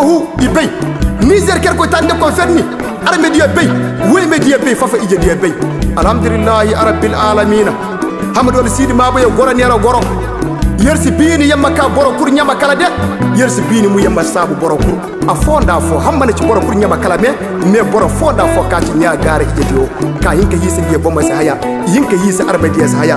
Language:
Koyraboro Senni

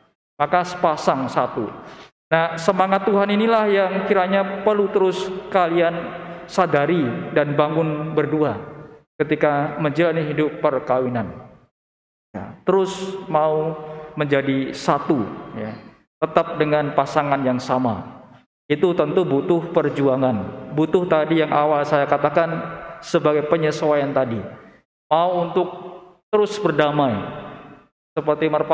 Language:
Indonesian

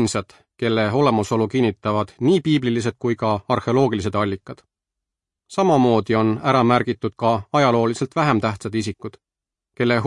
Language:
Estonian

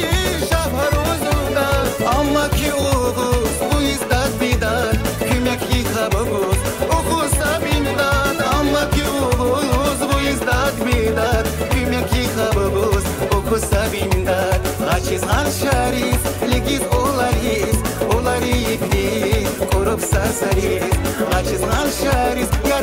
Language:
Tabassaran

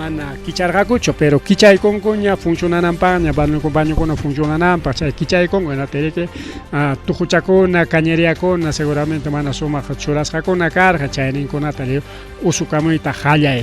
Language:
Ayacucho Quechua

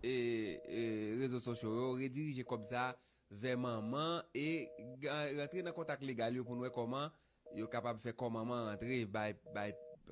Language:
Haitian Creole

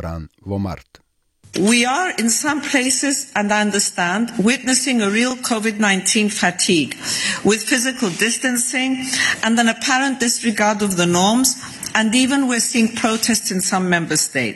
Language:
Macedonian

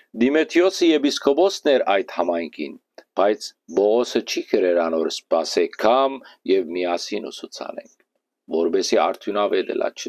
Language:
Western Armenian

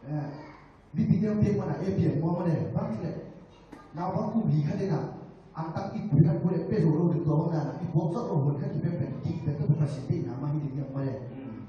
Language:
Tedim Chin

